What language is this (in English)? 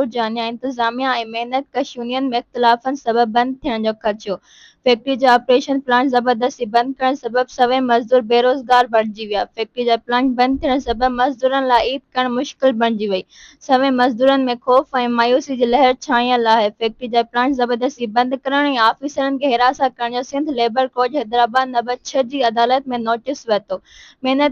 Sindhi